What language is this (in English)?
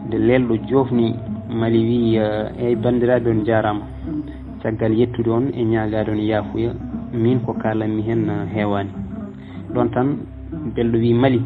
Fula